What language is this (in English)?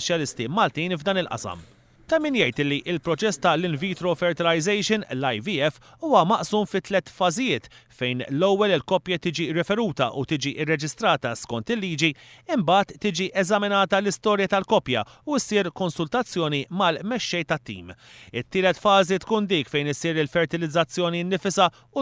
Maltese